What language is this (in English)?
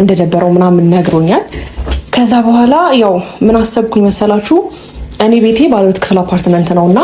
Amharic